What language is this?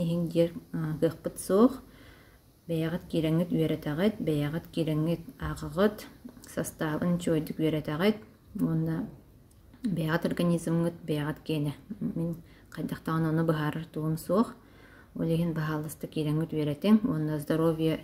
Yakut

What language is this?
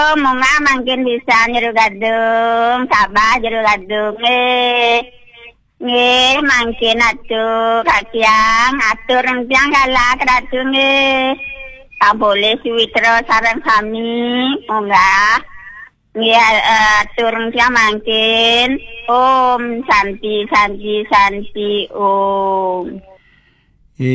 Balinese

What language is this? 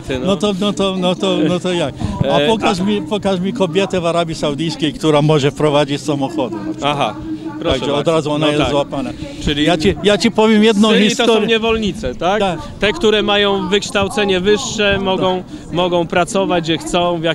Polish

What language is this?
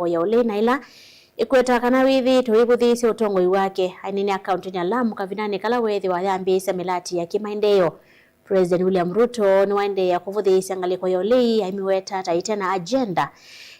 Kamba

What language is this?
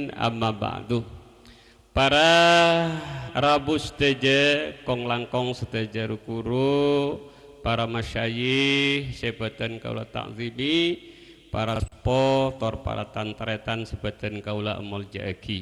Madurese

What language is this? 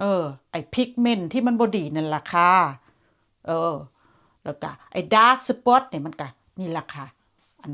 Northeastern Thai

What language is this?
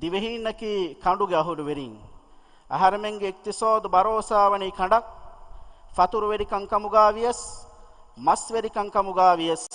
Divehi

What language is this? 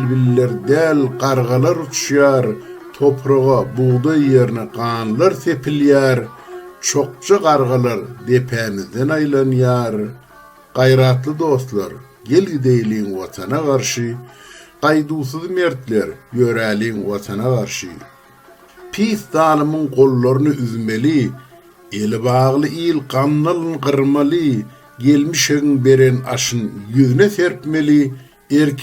Turkmen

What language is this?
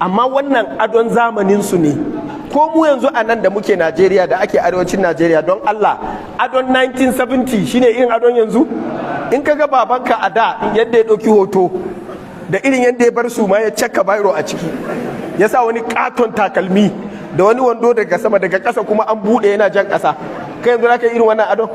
Hausa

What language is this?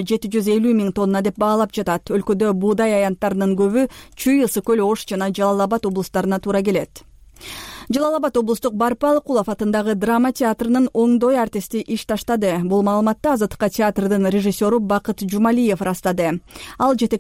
Kyrgyz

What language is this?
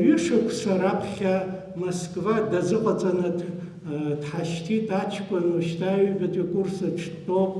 Abkhazian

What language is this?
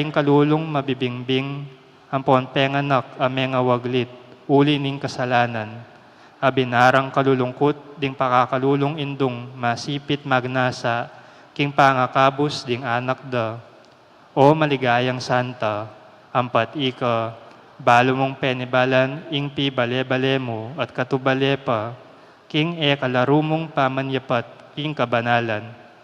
Pampanga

